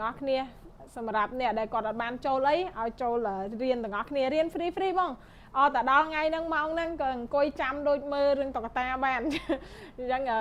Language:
Khmer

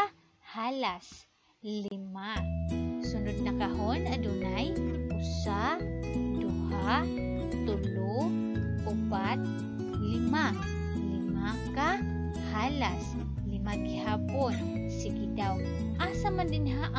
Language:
Cebuano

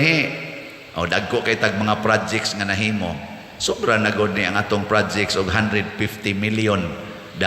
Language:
Cebuano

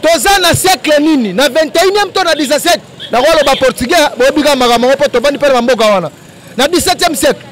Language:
Lingala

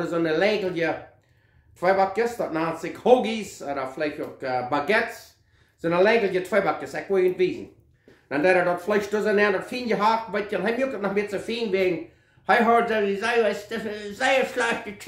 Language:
Plautdietsch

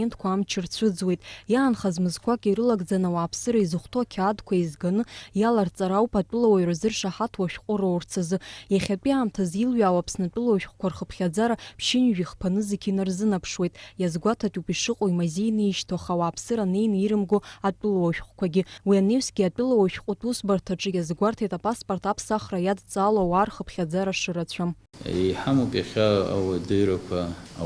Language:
Abkhazian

